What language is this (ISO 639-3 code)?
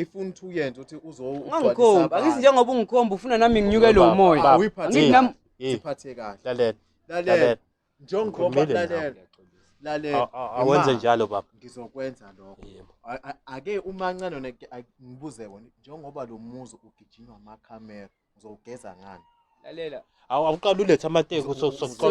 zul